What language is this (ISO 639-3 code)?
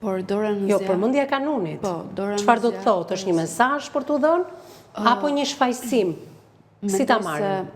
sqi